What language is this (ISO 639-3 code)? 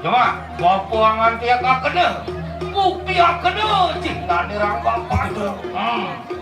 ban